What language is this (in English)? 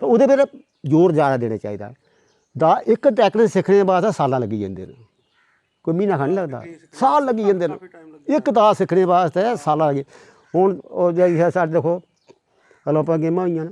Dogri